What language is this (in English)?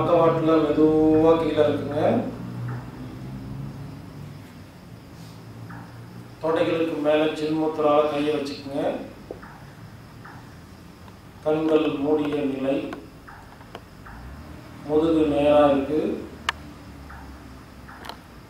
Tamil